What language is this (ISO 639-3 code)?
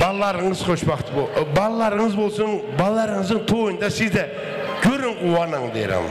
kaa